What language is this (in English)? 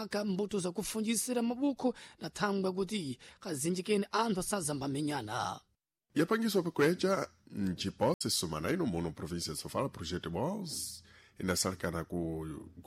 Sena